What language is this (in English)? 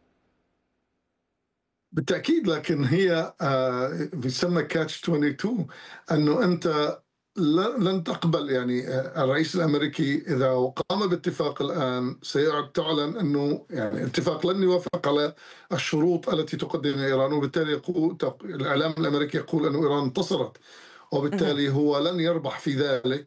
Arabic